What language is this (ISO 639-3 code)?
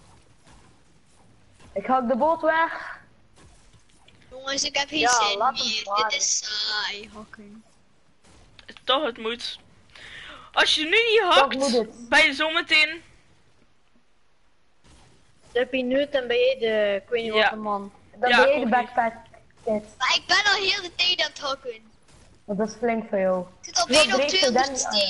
nld